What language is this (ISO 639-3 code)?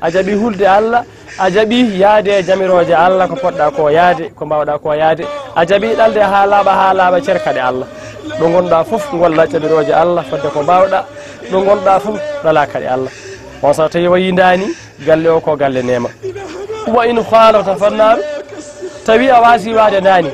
ful